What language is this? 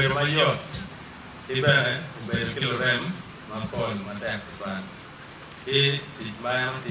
Acoli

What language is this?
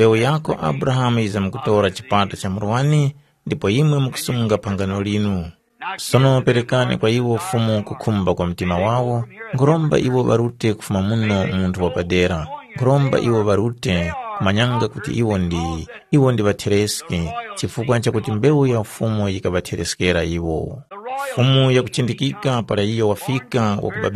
Tumbuka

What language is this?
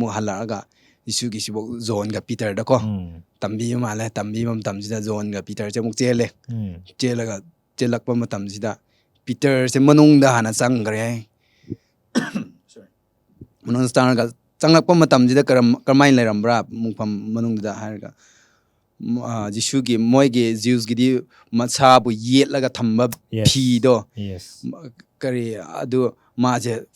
Manipuri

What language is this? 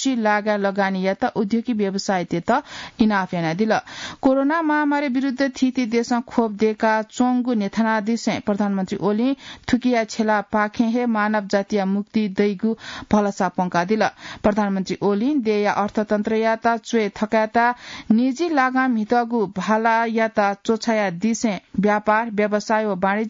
Newari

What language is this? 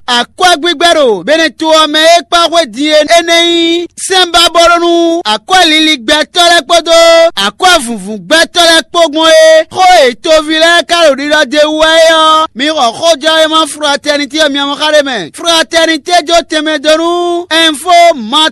Fon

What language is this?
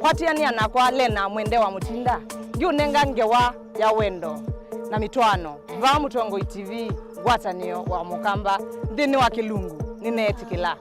Kamba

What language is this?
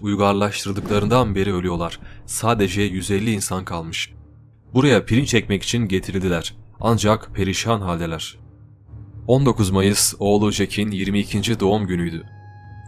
Turkish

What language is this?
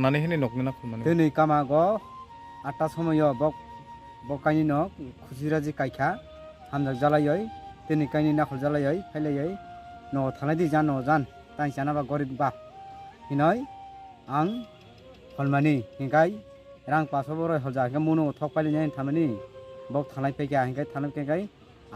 Kok Borok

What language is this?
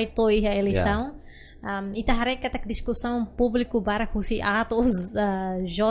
Tetum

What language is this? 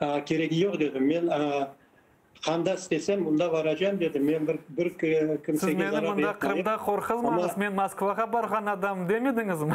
Crimean Tatar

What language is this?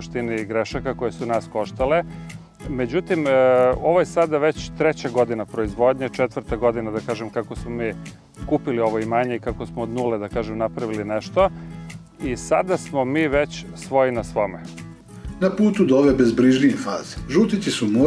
Serbian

